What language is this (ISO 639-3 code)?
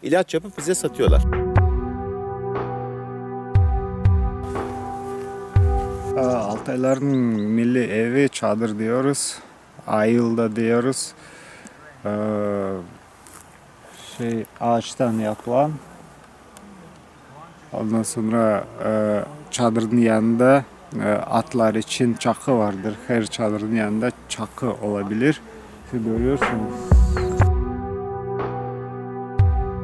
tur